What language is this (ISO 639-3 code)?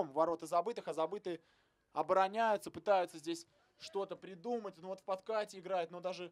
rus